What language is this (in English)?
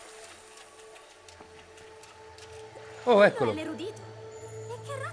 Italian